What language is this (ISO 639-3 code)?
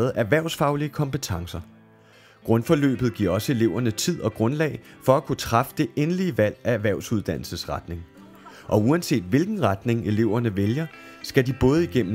dan